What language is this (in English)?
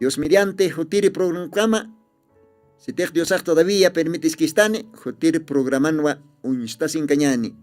Aymara